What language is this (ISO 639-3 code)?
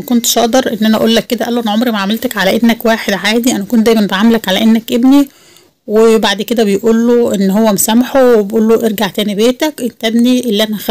arz